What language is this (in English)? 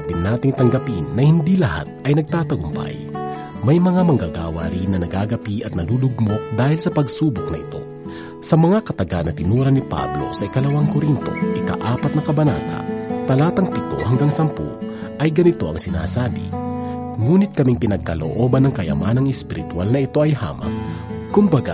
Filipino